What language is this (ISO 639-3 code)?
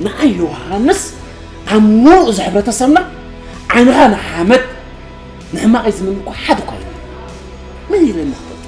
tir